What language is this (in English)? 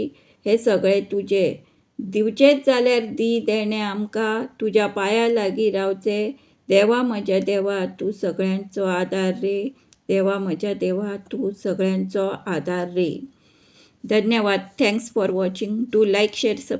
Konkani